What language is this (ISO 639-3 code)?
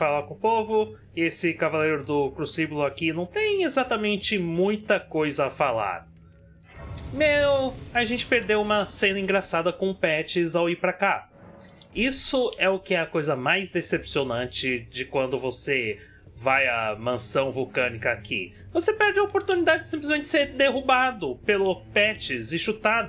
por